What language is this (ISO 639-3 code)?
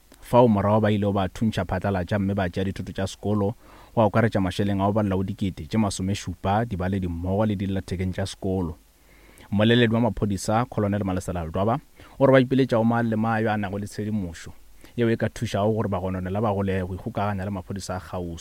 nso